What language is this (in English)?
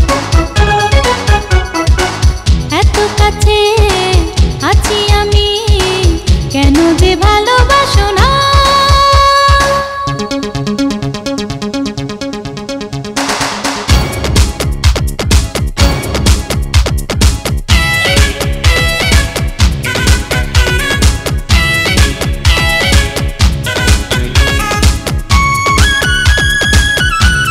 Bangla